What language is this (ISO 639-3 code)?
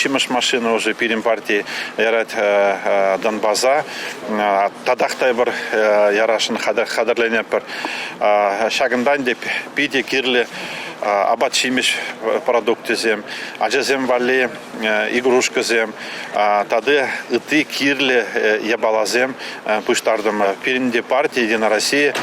chv